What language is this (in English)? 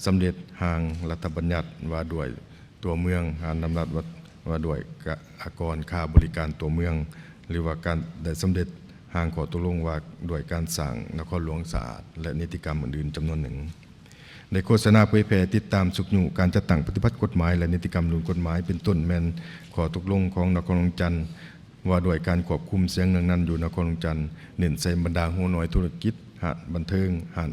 Lao